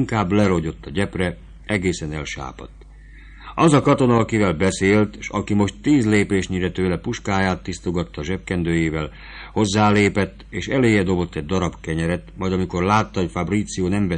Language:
Hungarian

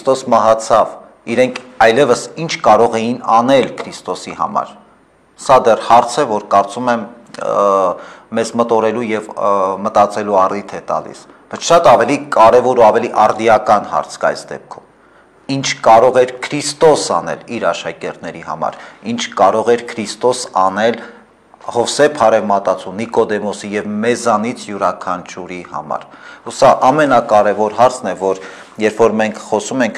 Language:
Armenian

